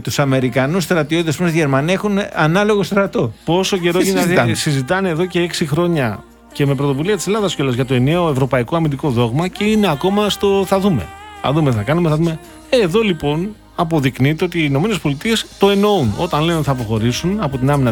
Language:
Greek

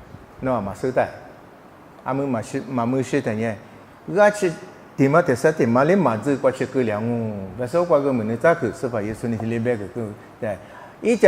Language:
Lisu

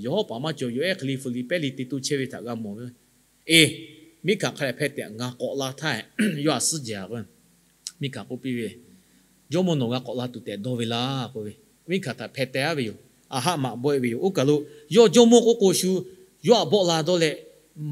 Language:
Lahu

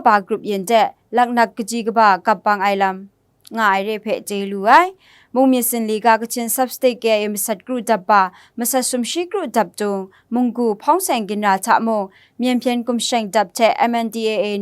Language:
Kachin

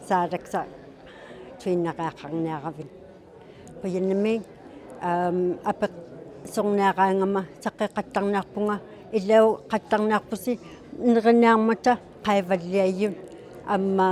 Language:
Inuktitut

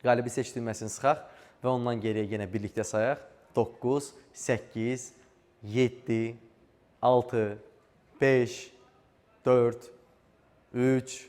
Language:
Azerbaijani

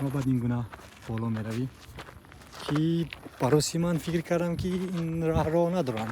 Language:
Tajik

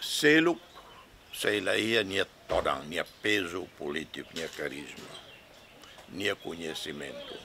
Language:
Tetum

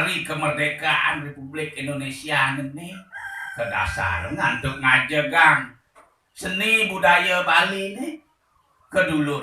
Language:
Balinese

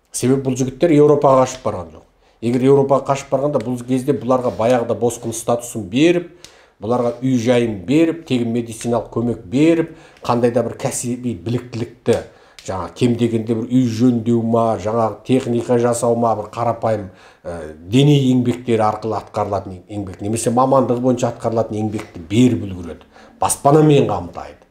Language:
Kazakh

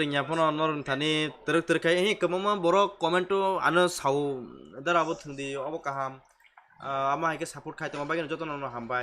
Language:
Kok Borok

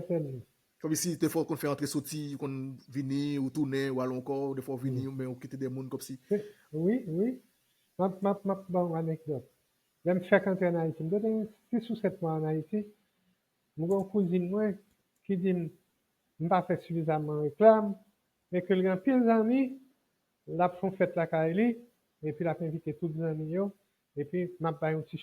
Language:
Haitian Creole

